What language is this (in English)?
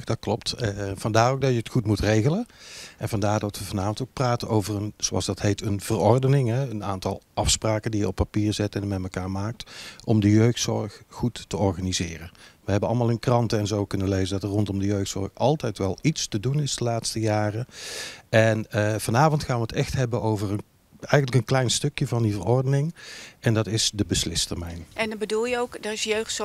Dutch